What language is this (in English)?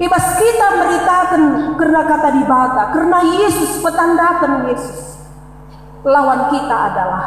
Batak Karo